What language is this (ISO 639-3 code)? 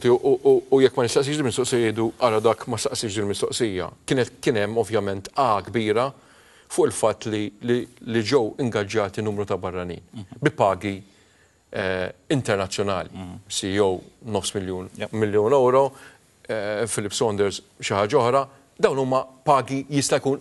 mlt